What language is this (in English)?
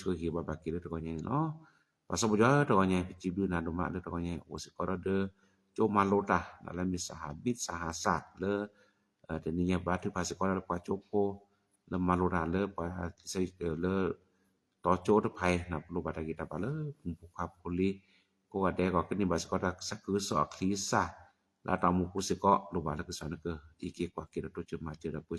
S'gaw Karen